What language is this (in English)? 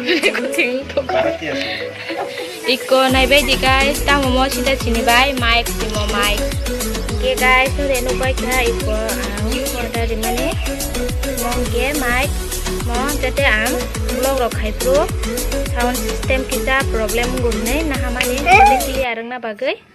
Kok Borok